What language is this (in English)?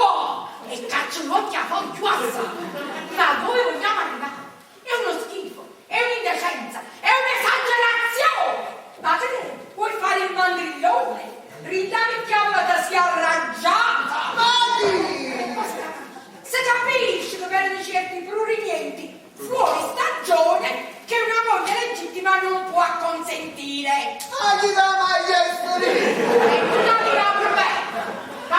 Neapolitan